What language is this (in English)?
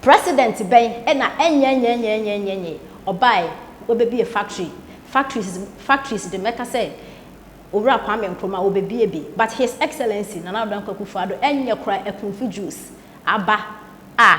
Akan